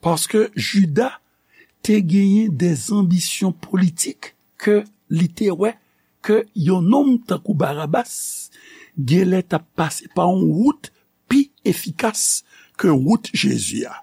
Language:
Haitian Creole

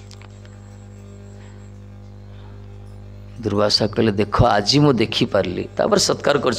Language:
Odia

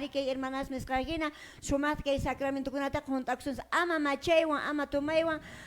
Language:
Quechua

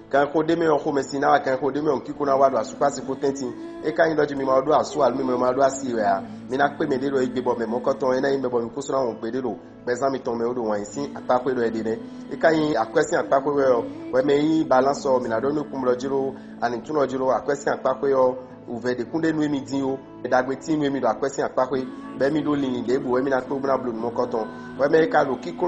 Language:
Fon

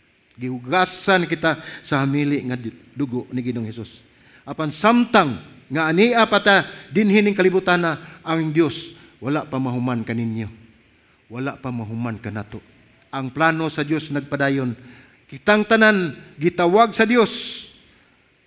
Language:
Cebuano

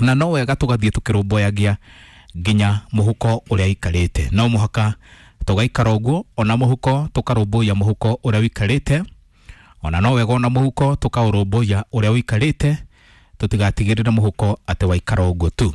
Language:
Kikuyu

